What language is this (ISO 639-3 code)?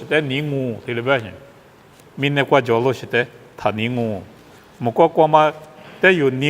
lis